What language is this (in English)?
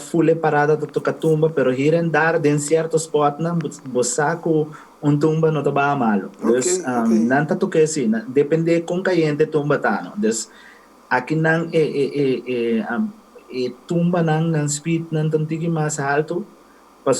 Papiamento